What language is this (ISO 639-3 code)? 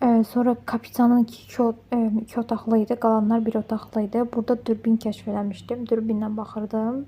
aze